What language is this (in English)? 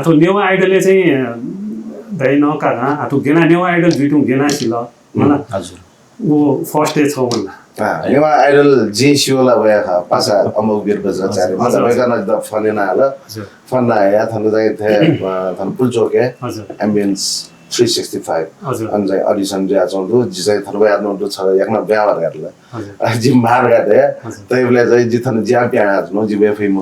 Newari